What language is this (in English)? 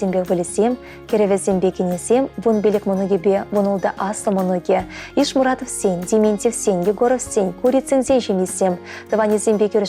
Chuvash